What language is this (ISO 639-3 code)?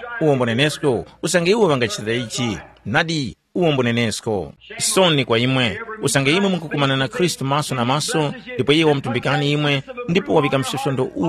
tum